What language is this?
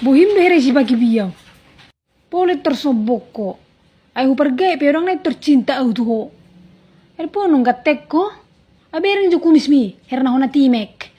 Batak Toba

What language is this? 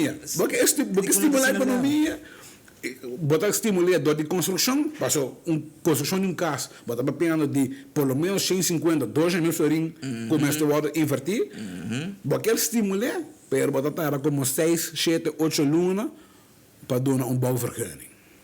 Papiamento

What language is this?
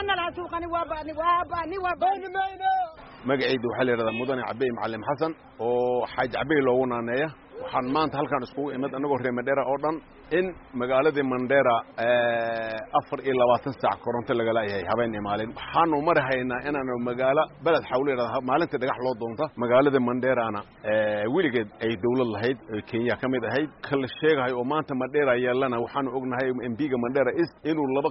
Somali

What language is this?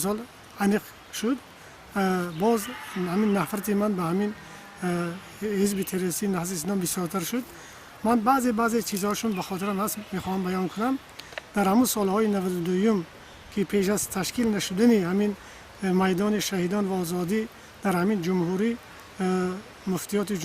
Tajik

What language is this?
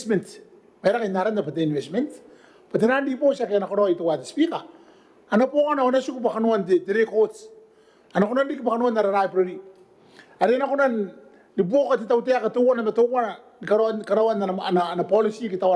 Gilbertese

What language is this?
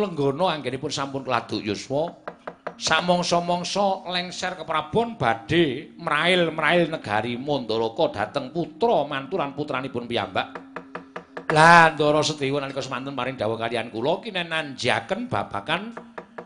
Javanese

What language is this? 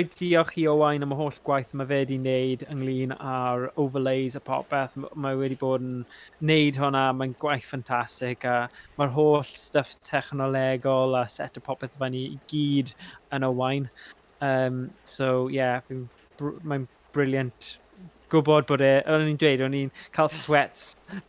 Welsh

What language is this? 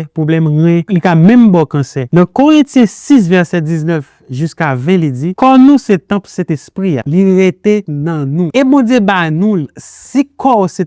Haitian Creole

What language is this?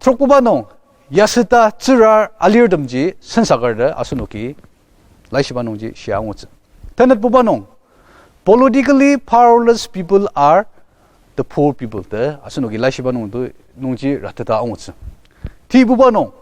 Ao Naga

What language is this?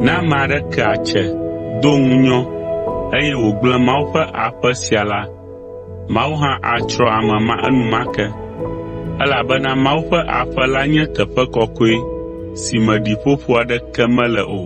Ewe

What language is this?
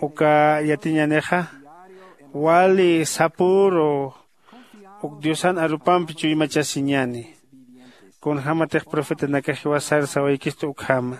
Aymara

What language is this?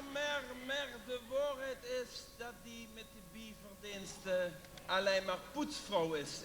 Limburgish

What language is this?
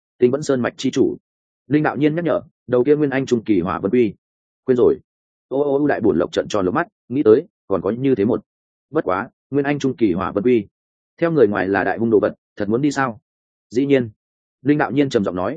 Vietnamese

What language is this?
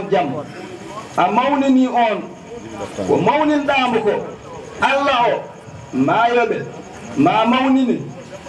Fula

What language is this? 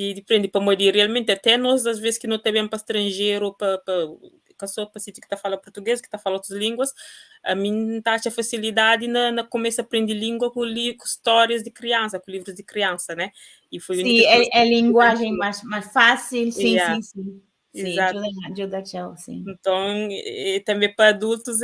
Kabuverdianu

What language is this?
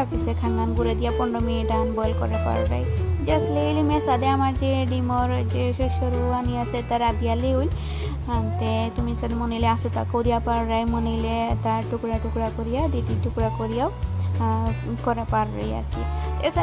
Bishnupriya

